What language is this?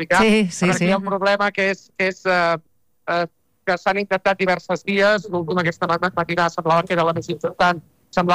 Catalan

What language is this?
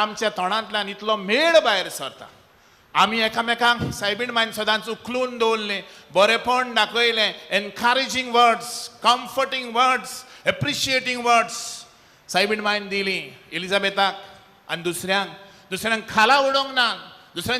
Konkani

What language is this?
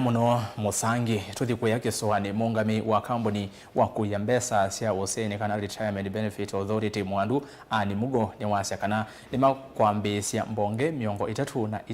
Kamba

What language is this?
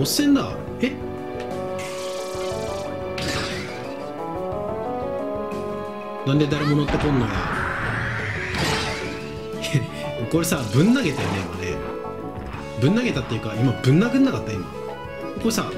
Japanese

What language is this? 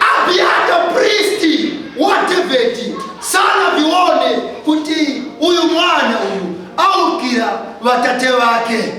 Nyanja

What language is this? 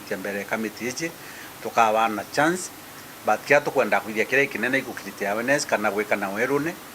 Meru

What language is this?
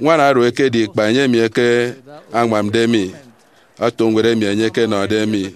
Efik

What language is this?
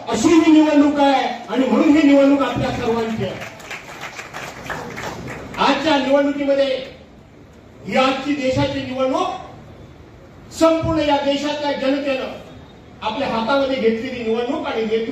Marathi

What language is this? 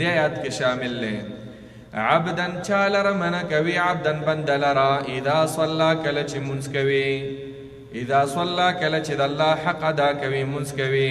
Pashto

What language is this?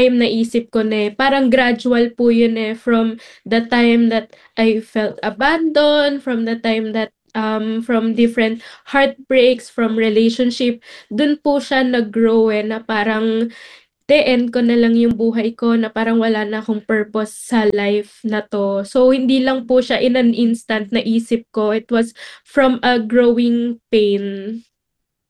Filipino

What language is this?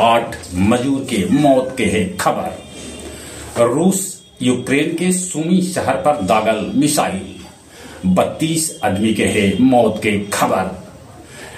Magahi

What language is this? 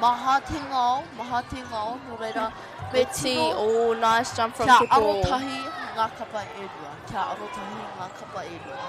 Māori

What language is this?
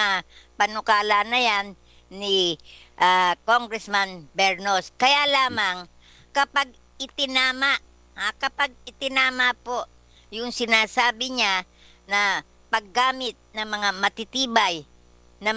Filipino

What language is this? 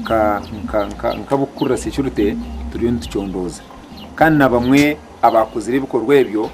Nyankole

